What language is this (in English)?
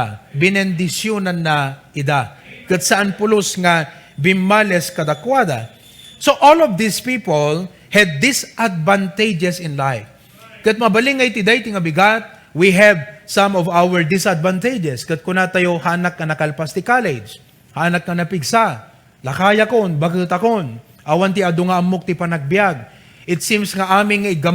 Iloko